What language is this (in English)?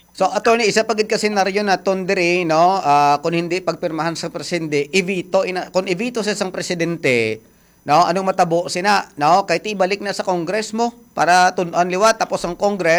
Hiligaynon